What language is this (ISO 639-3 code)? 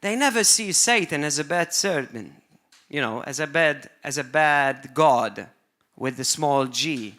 eng